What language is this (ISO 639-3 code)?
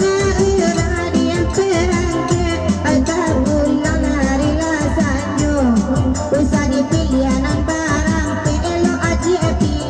min